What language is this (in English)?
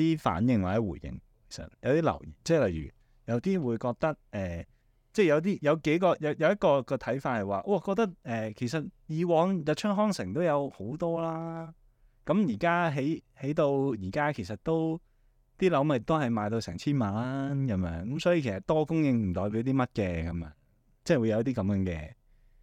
Cantonese